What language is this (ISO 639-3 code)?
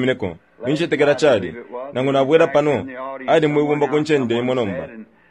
bem